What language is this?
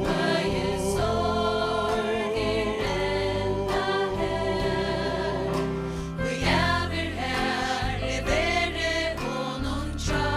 Faroese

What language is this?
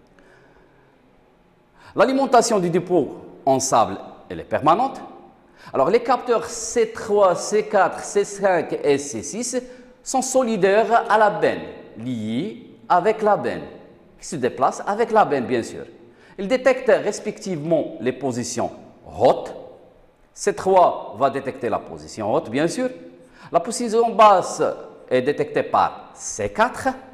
French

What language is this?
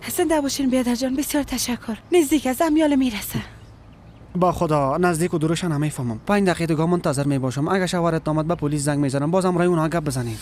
Persian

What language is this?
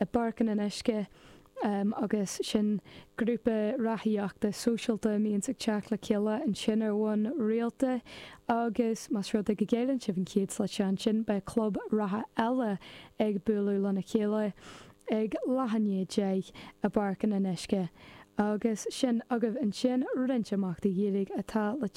Irish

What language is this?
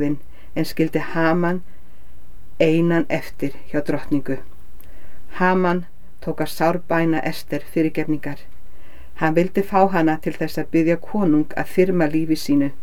Icelandic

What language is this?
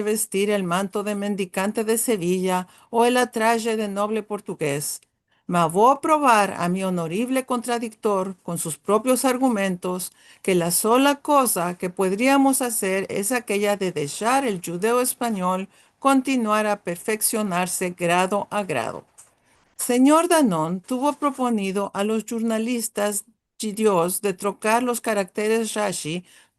Ladino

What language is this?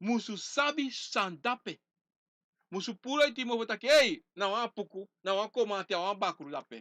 Sranan Tongo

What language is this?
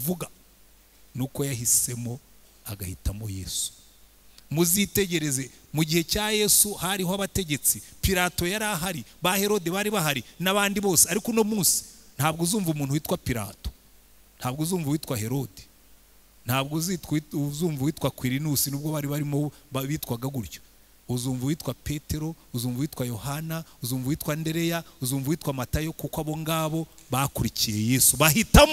Kinyarwanda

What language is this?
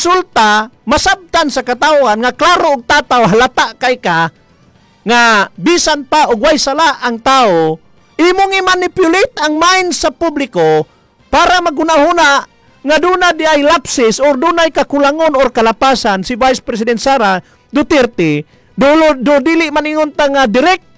Cebuano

